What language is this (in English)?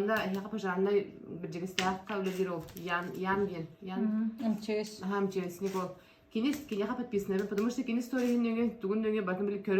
Yakut